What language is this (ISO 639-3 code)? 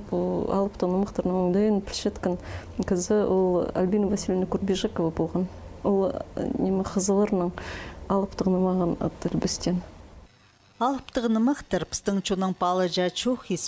kjh